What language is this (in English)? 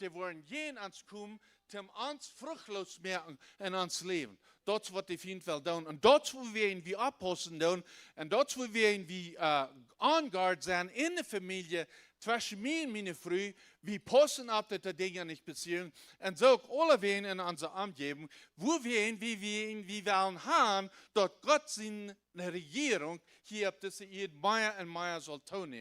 Plautdietsch